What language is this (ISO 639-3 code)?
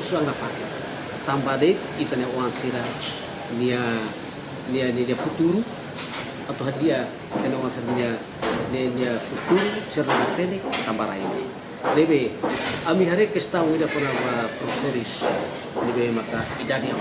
tet